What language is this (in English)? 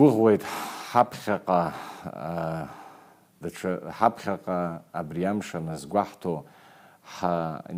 Abkhazian